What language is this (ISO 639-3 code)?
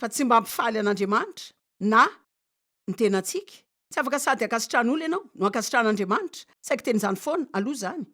mlg